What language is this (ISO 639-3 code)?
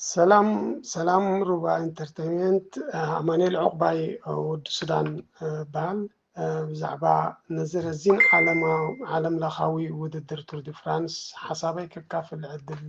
tir